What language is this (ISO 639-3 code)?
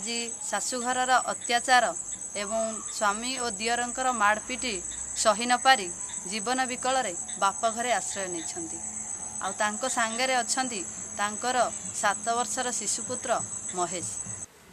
ori